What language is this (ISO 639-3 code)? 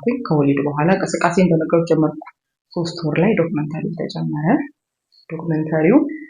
amh